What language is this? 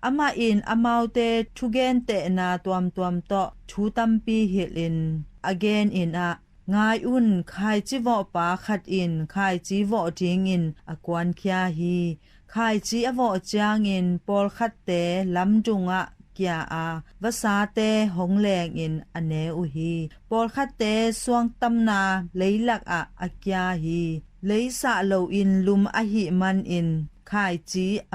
Tedim Chin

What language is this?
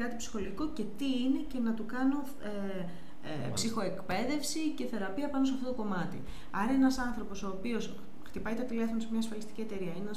Greek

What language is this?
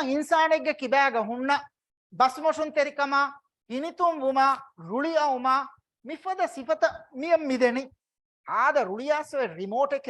Divehi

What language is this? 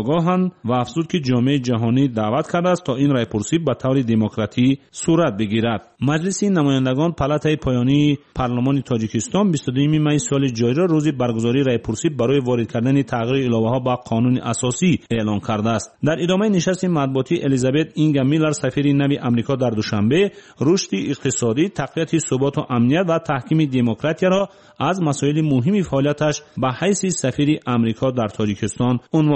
Tajik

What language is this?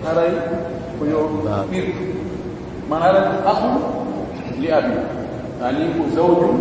Pular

